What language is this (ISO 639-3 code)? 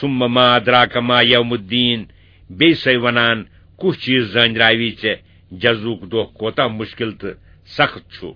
kas